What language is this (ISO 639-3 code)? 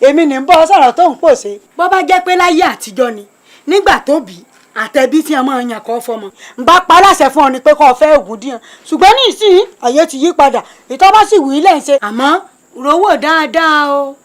yor